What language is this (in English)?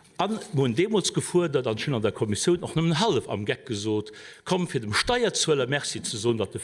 Luxembourgish